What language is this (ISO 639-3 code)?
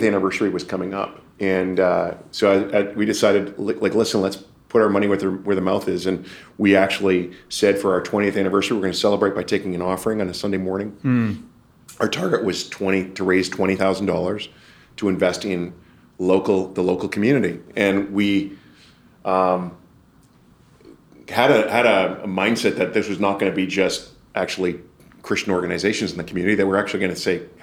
eng